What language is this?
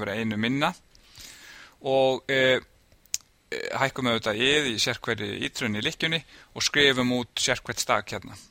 Icelandic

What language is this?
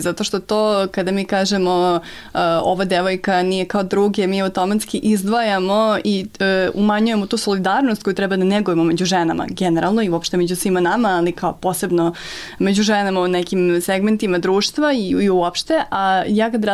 Serbian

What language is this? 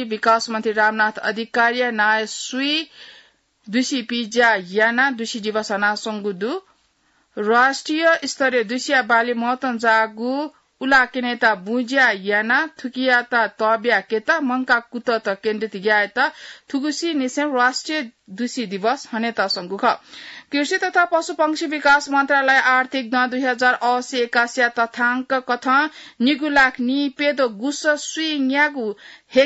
Newari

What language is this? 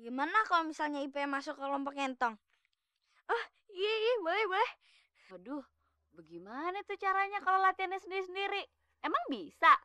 Betawi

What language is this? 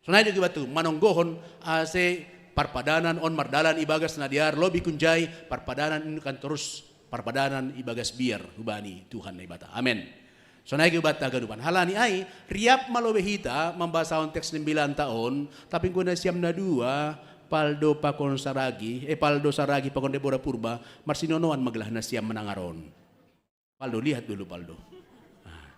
Batak Simalungun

